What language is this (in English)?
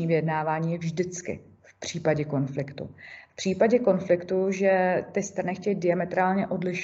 Czech